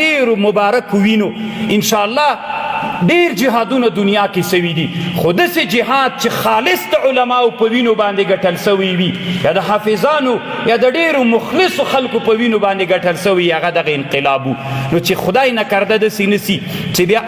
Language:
Pashto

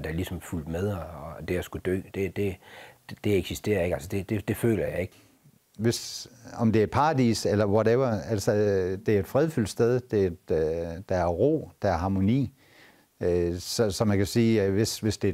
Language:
Danish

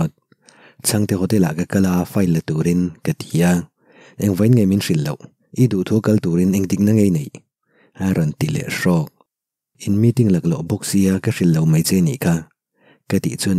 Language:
Mizo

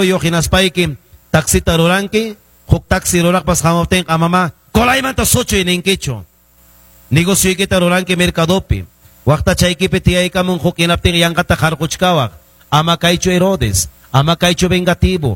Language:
Ayacucho Quechua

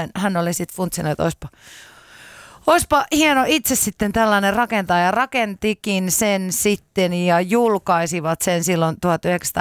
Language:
Finnish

